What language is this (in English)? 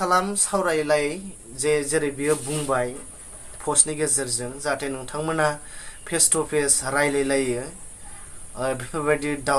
Bodo